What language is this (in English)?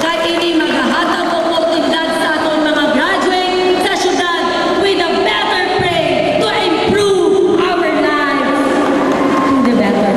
Hiligaynon